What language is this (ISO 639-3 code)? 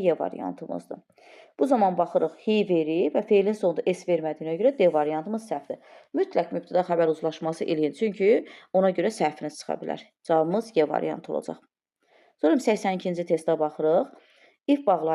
aze